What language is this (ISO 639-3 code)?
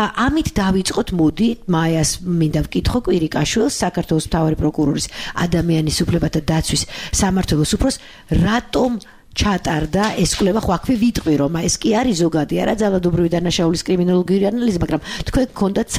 kat